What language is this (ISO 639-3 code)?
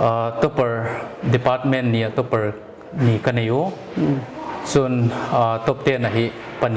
pck